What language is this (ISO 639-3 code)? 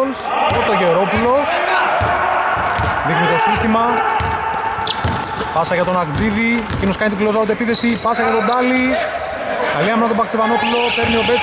ell